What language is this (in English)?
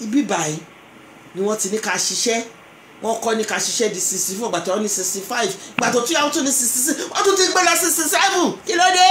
Yoruba